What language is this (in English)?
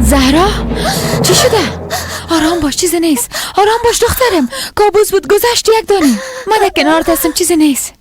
Persian